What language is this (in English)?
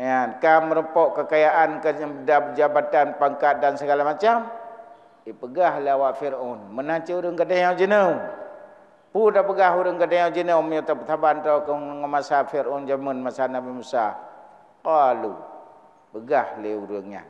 Achinese